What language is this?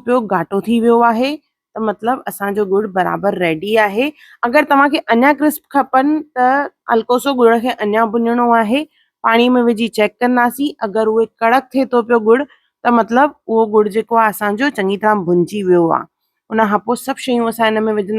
Sindhi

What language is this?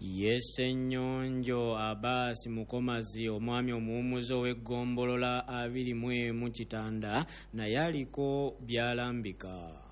Ganda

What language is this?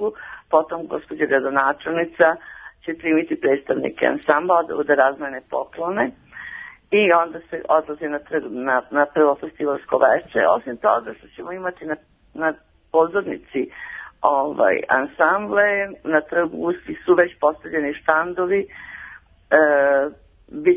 Serbian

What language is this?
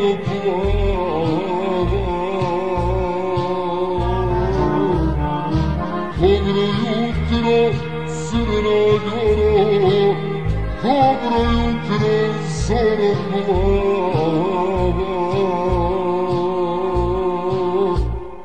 Serbian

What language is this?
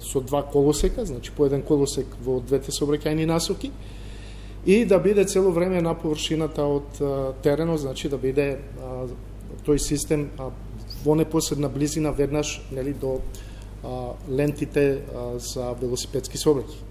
Macedonian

